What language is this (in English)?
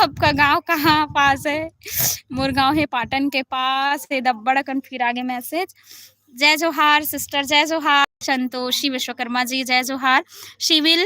Chhattisgarhi